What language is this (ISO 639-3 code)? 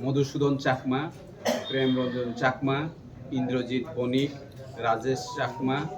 trp